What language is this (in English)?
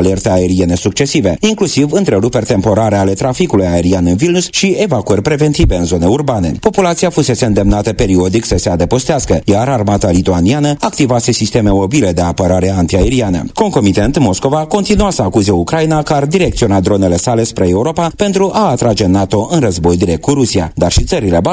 Romanian